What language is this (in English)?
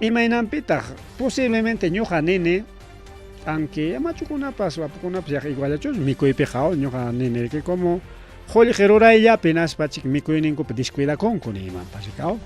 Ayacucho Quechua